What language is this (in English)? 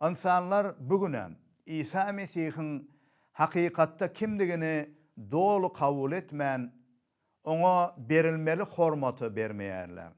Turkmen